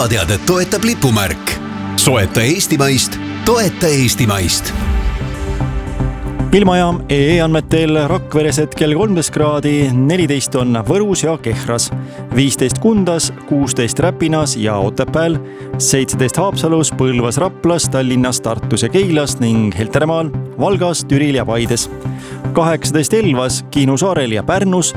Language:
Estonian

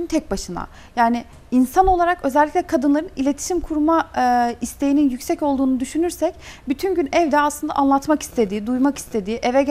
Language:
Turkish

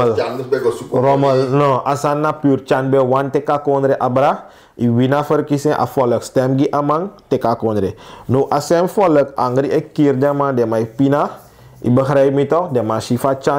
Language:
Sranan Tongo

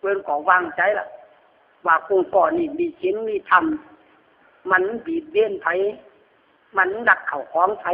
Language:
Lü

